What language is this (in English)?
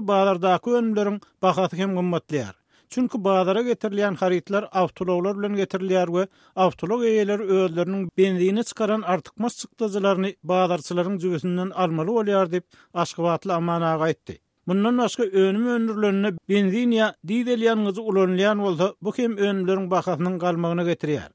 Turkmen